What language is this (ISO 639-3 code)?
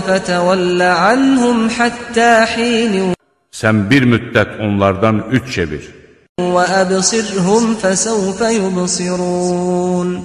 aze